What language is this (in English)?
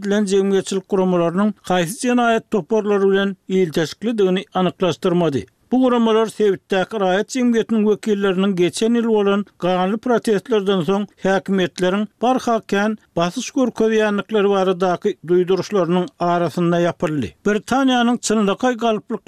Turkmen